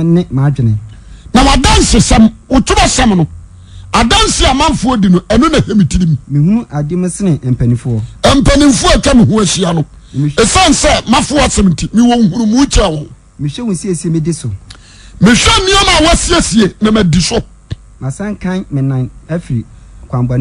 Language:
Akan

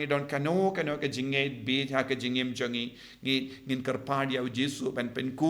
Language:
Khasi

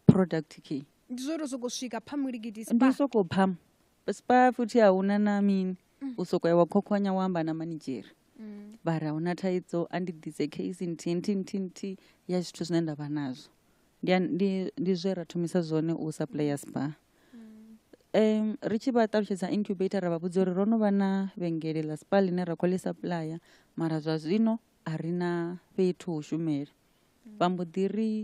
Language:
Venda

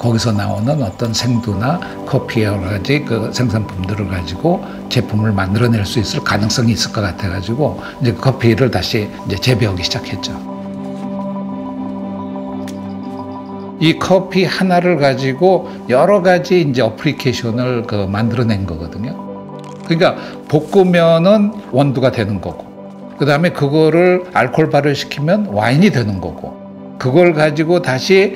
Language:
Korean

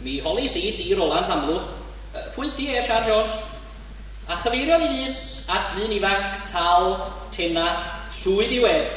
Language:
Welsh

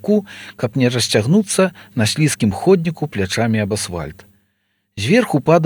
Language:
Belarusian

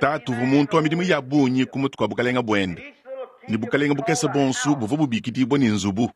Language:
Luba-Lulua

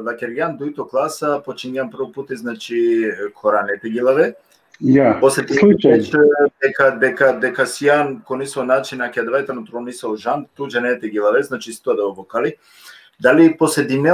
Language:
Balkan Romani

